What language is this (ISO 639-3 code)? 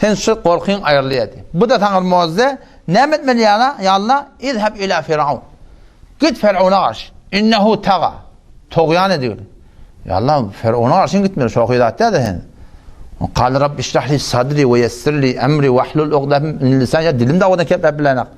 tuk